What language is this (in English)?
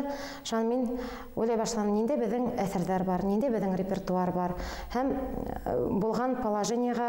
Bashkir